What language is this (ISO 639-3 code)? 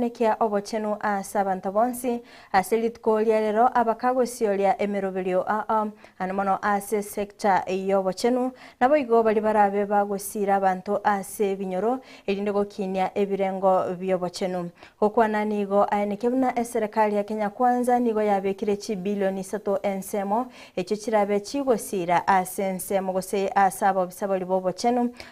guz